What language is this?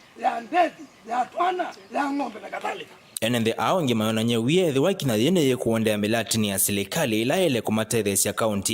Kamba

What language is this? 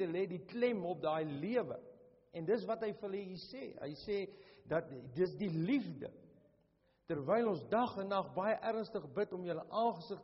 Afrikaans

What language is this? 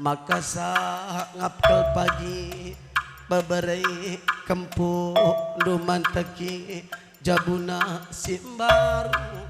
Batak Karo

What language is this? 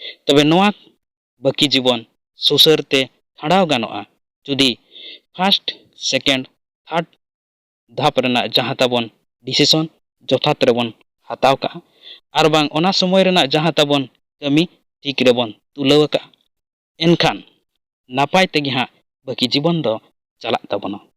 Santali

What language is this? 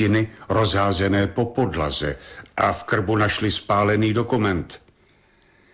Czech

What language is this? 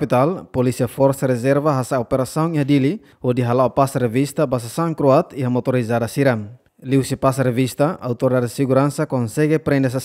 Tetum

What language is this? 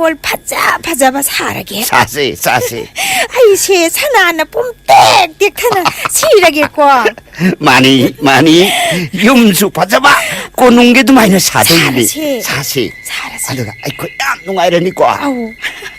Manipuri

